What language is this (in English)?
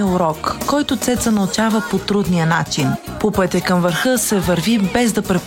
Bulgarian